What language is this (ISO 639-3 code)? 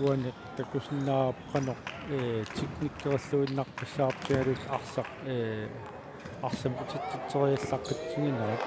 kal